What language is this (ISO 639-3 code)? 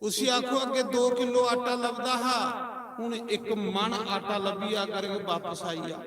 doi